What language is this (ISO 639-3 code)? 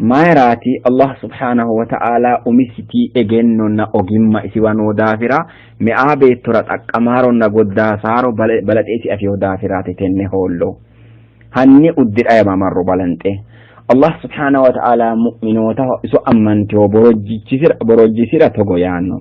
sid